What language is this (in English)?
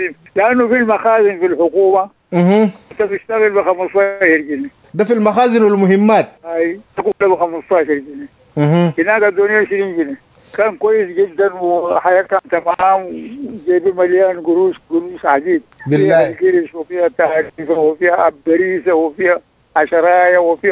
Sudanese Arabic